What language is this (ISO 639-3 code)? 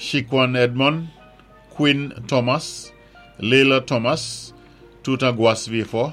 acf